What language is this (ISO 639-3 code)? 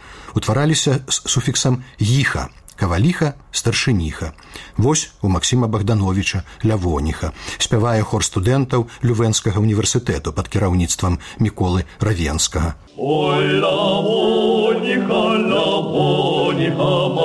bel